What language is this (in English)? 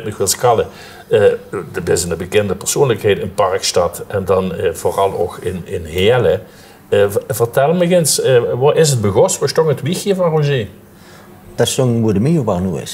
Limburgish